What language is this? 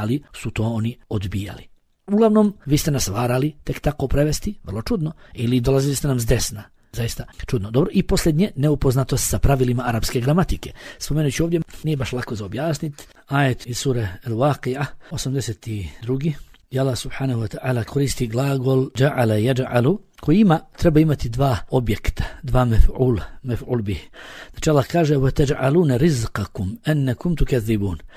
Bosnian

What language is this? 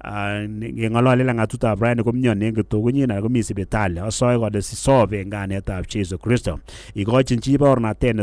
Kalenjin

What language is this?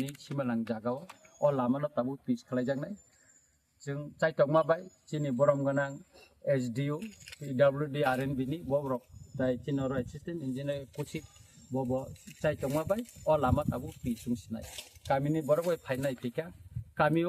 Kok Borok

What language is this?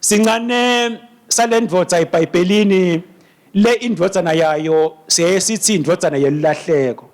Swati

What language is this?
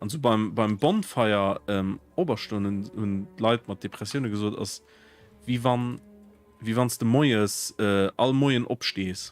Luxembourgish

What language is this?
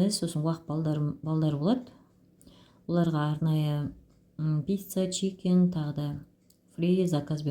Kazakh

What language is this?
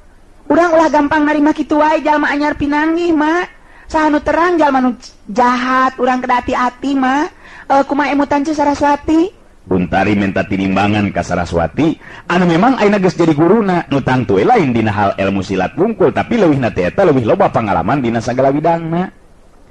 Sundanese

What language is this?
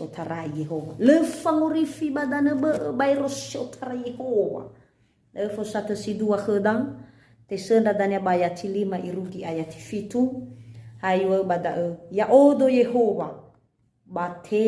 Nias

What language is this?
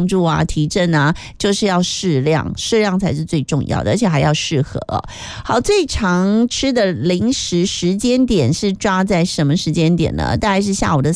Chinese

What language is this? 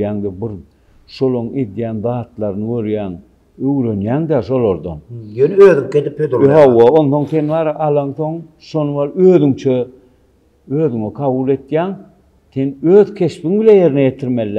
Turkmen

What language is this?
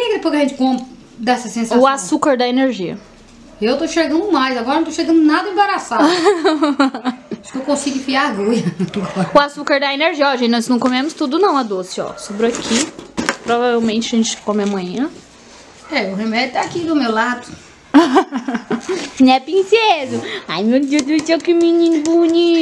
Portuguese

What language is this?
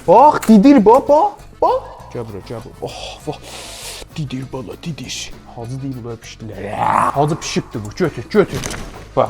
South Azerbaijani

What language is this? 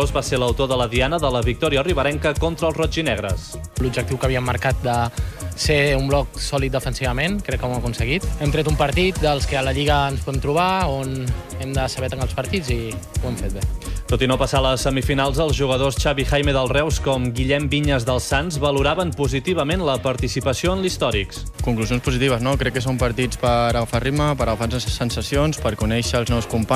Catalan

